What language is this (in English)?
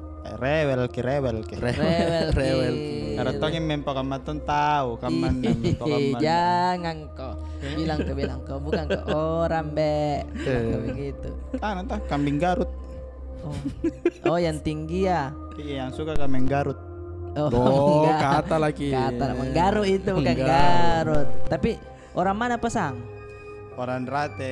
Makassar Malay